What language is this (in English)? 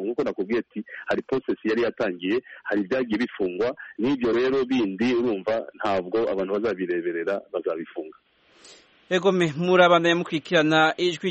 Kinyarwanda